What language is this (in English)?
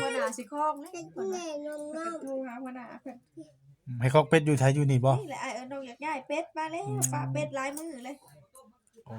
Northeastern Thai